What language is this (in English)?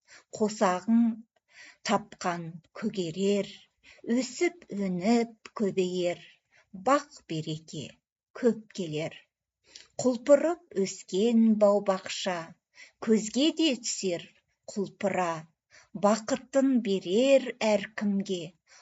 Kazakh